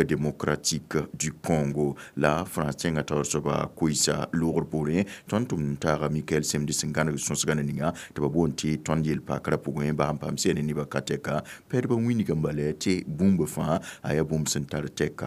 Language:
Mossi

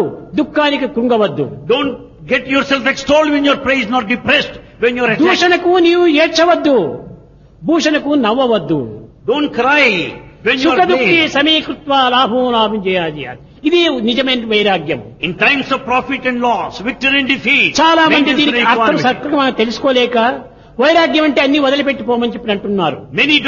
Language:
Telugu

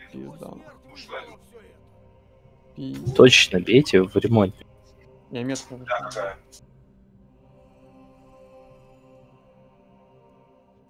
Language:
Russian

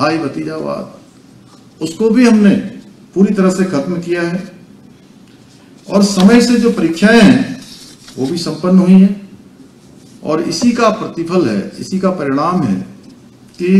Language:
Hindi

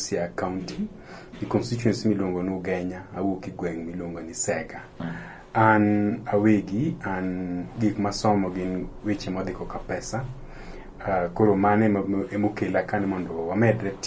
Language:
Luo (Kenya and Tanzania)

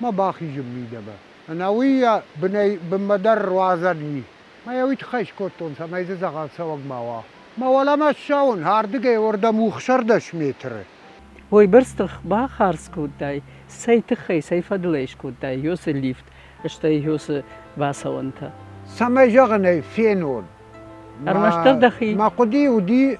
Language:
Ossetic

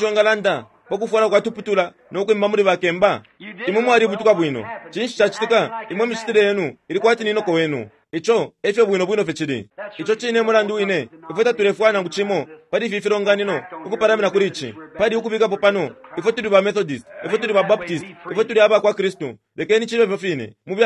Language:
Bemba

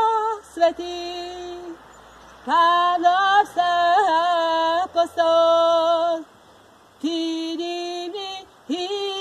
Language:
Serbian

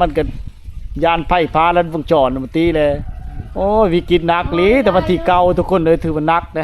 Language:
Lao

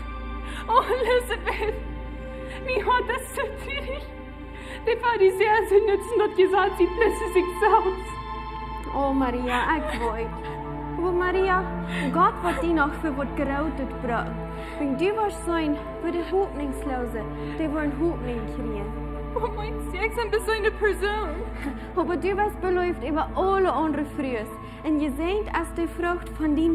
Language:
Plautdietsch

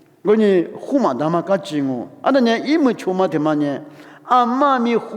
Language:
Lisu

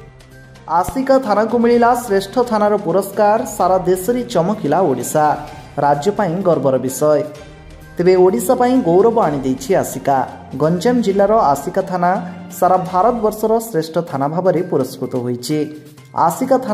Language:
Odia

